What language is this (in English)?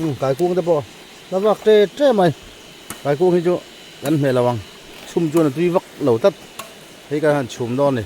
Mizo